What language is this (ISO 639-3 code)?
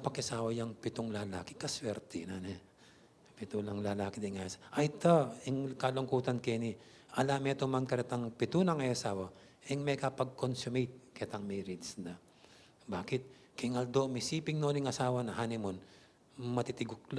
pam